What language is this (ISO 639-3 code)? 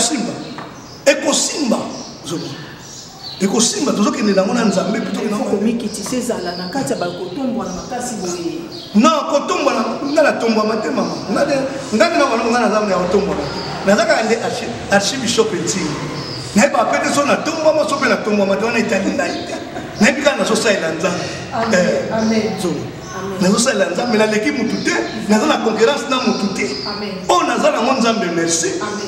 lin